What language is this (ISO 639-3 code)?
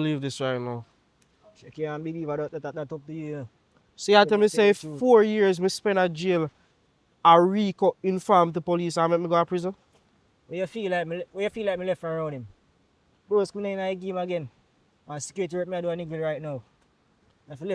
jam